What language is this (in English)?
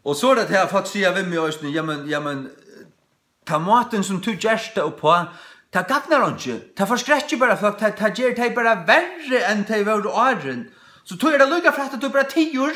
Faroese